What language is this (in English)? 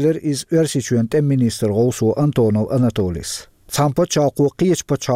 Chechen